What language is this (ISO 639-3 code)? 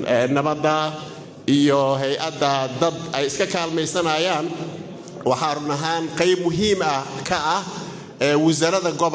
som